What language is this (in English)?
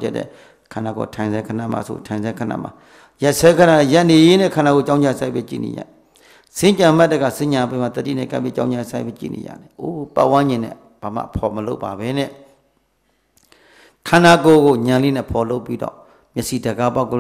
Burmese